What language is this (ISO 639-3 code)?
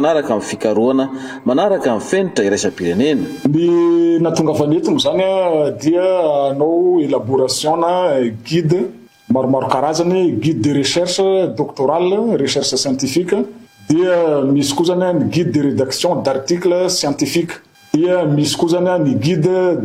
mlg